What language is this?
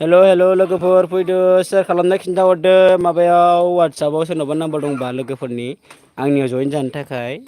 Bodo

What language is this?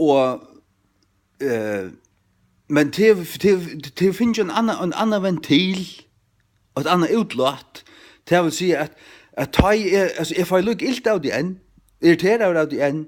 Faroese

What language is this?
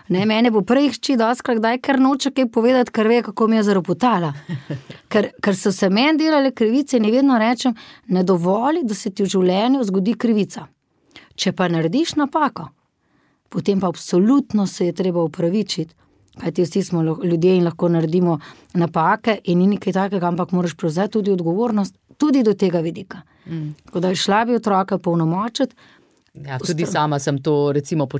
Slovenian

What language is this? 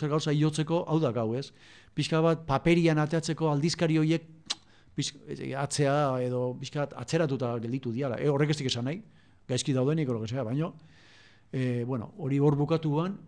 Basque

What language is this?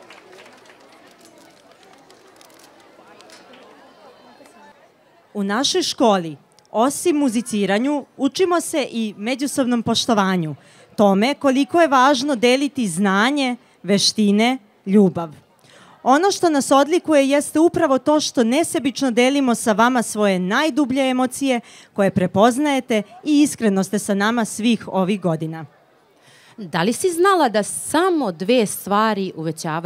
Serbian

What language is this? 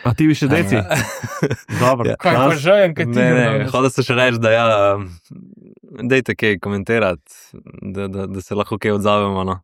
Slovenian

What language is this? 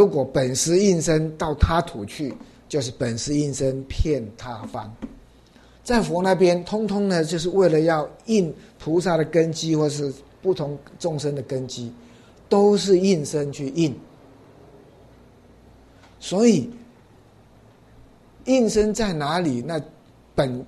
Chinese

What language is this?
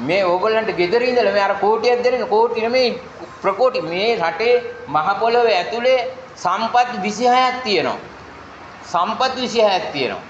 Sinhala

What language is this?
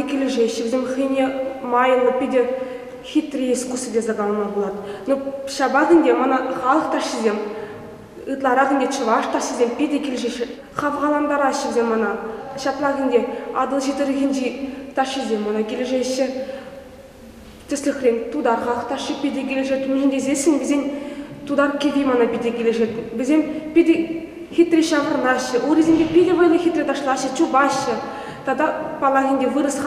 Chuvash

